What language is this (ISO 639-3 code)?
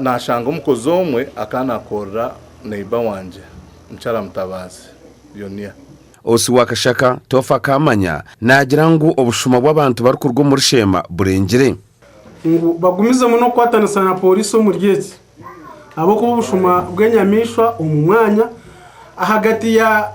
nyn